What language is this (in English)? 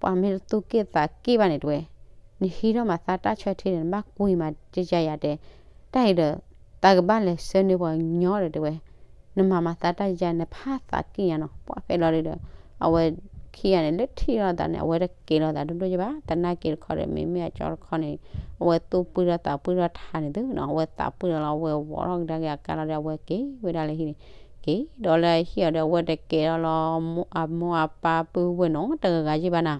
S'gaw Karen